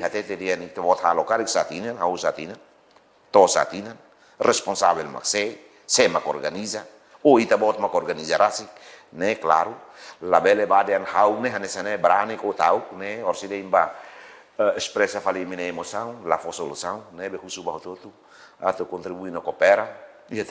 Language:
Tetum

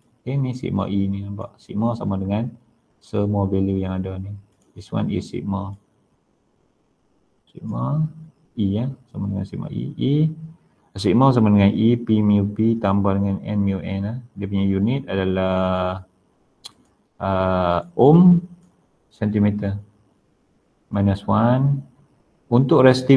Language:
Malay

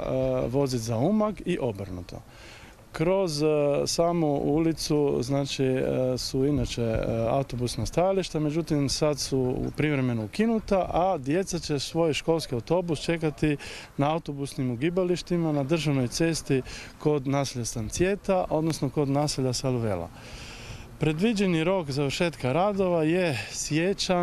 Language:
Croatian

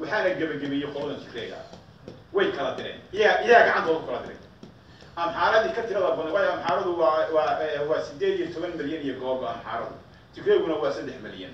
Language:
Somali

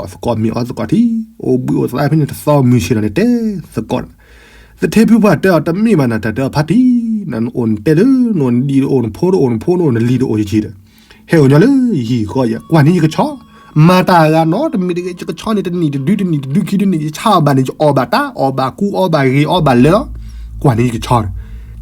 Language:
S'gaw Karen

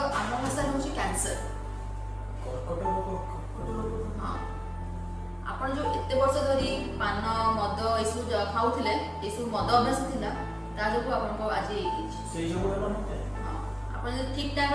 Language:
Odia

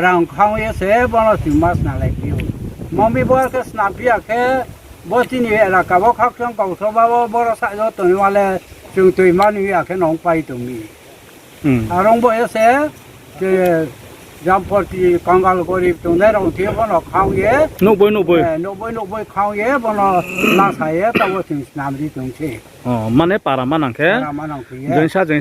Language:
Riang (India)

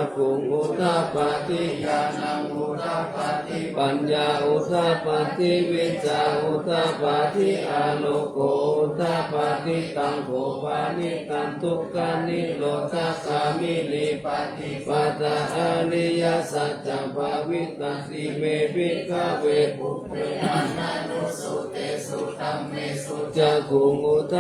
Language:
Pali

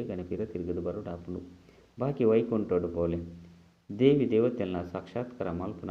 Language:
Tulu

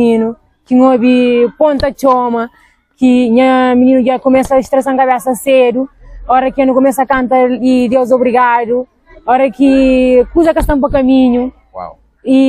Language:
Kabuverdianu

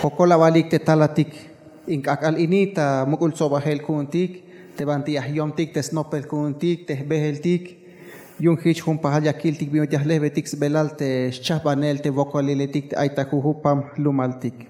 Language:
Tzeltal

